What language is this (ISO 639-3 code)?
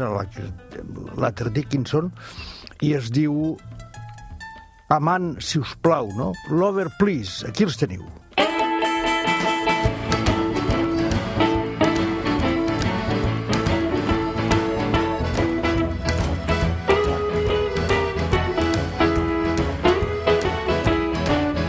cat